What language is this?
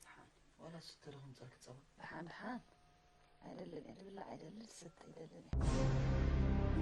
Tigrinya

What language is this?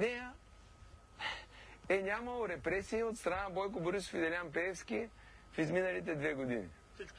Bulgarian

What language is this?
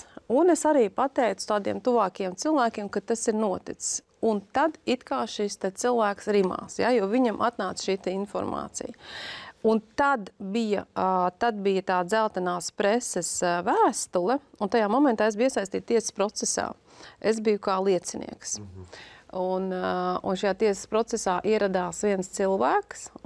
Latvian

